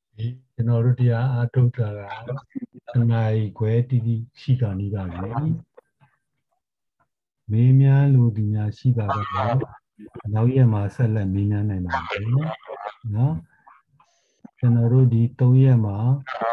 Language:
Burmese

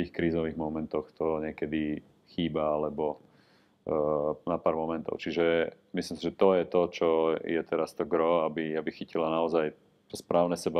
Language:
Slovak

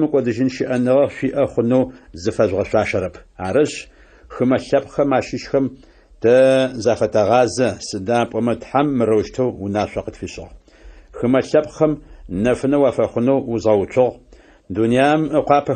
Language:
Adyghe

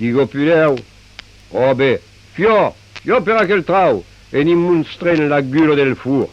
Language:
Occitan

